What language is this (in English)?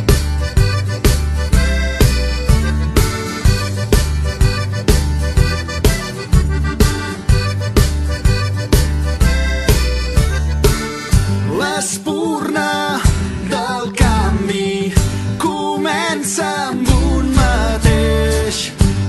Catalan